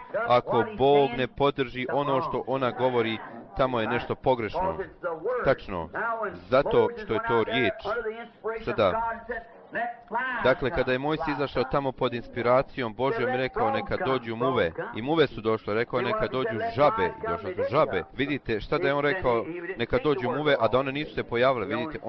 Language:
Bosnian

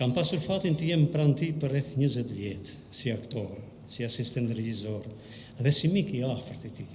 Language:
Albanian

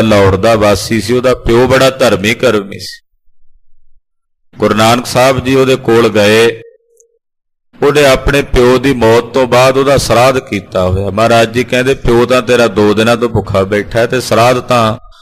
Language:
Punjabi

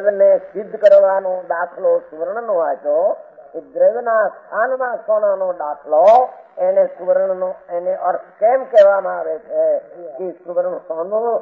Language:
Gujarati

